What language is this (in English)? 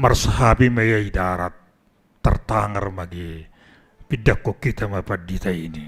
Batak Simalungun